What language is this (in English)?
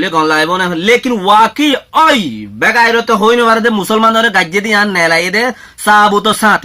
Rohingya